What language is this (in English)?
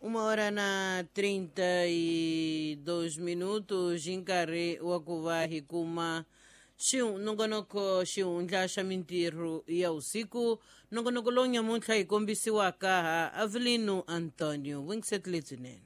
Tsonga